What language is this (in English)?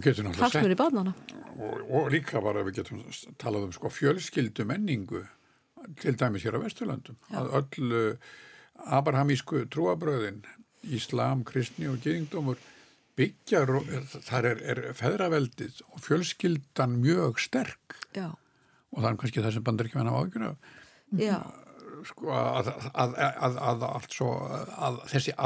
Icelandic